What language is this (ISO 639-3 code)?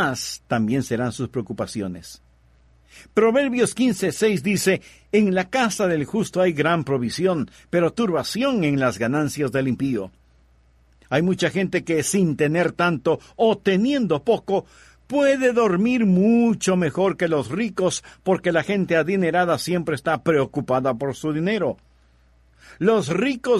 spa